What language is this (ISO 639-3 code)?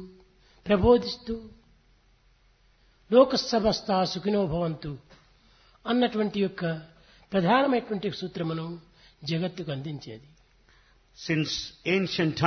tel